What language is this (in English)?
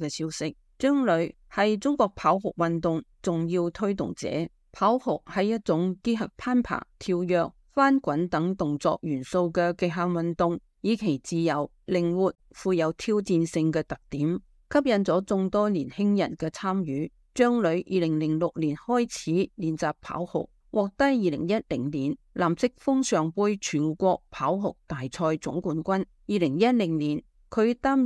Cantonese